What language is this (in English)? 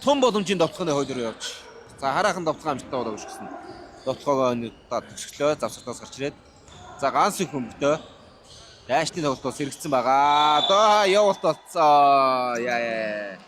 Mongolian